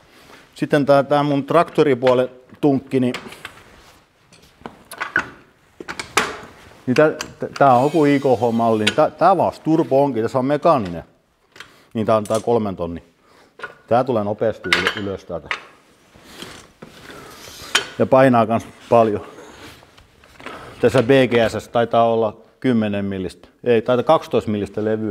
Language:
Finnish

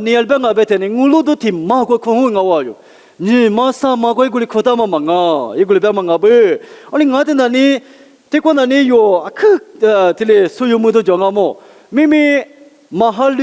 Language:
Lisu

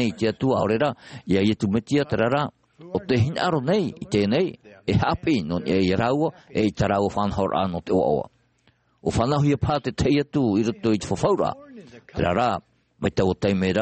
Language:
Tahitian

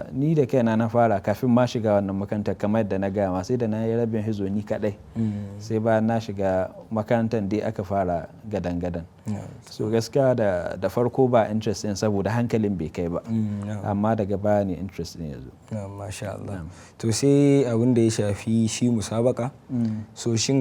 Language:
Hausa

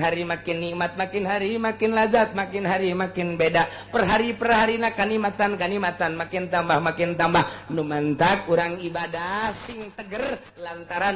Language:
Sundanese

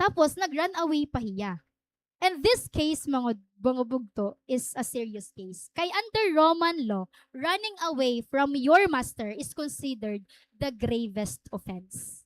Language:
Waray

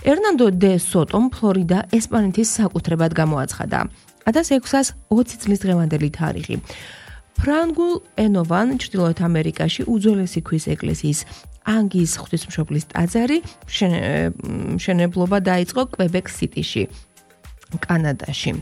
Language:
Georgian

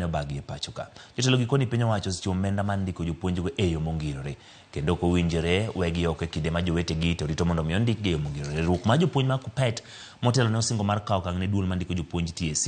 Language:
Luo (Kenya and Tanzania)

